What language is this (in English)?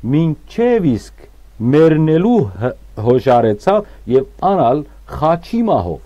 Western Armenian